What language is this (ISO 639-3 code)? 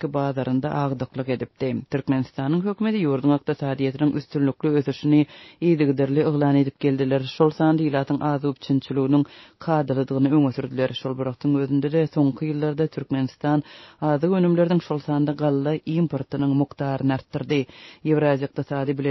tuk